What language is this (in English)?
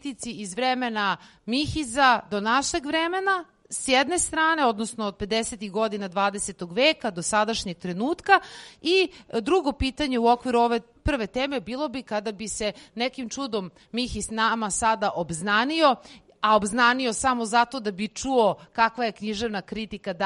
Serbian